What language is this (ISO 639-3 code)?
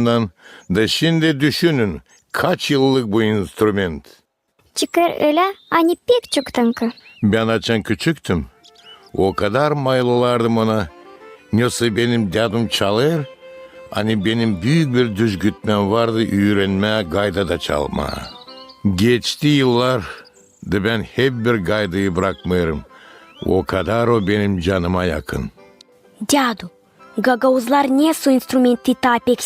gag